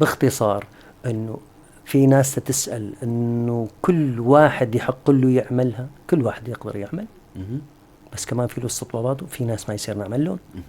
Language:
North Levantine Arabic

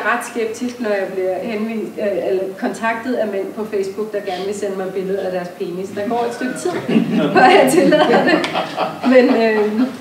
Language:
Danish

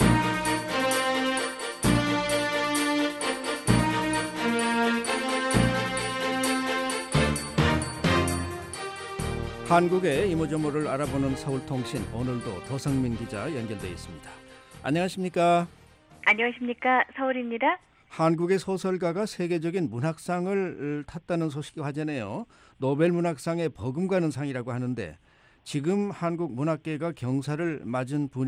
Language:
Korean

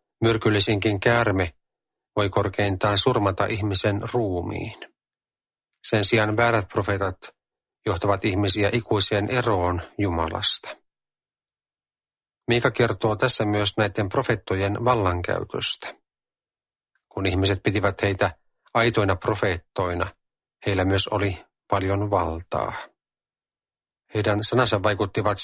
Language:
Finnish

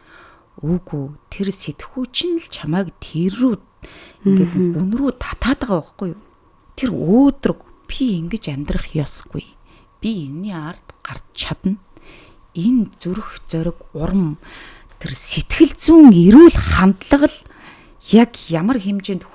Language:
Mongolian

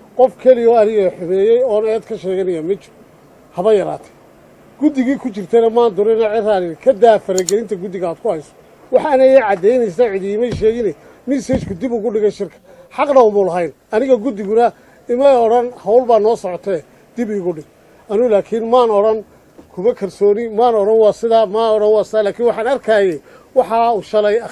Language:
Somali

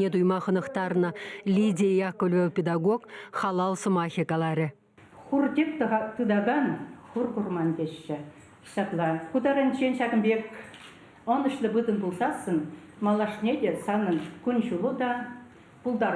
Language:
Chuvash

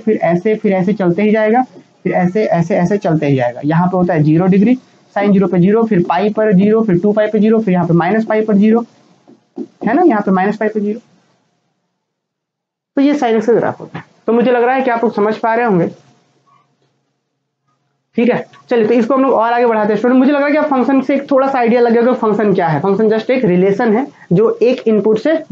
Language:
Hindi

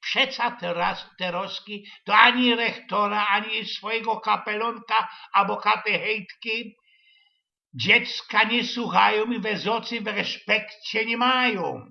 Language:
Silesian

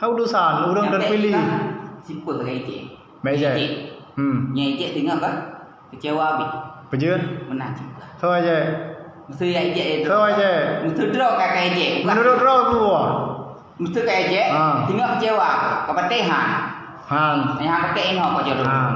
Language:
Achinese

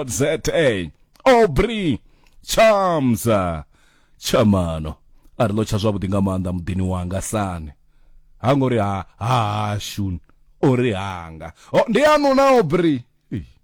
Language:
Venda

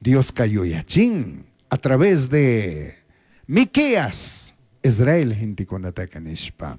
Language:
Chimborazo Highland Quichua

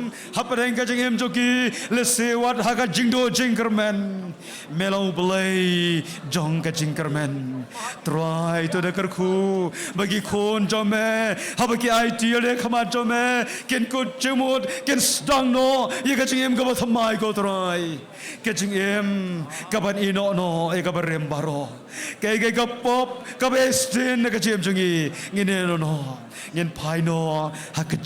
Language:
Khasi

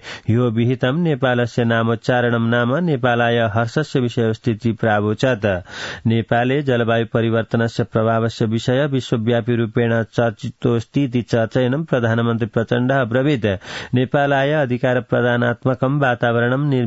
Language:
Sanskrit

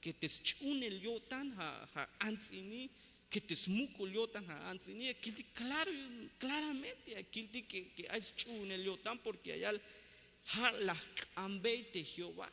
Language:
Tzeltal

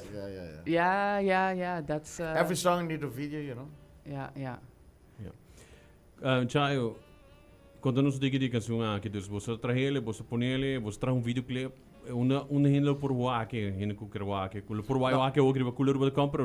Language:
Papiamento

